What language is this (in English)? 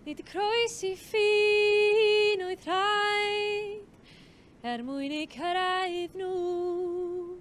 Welsh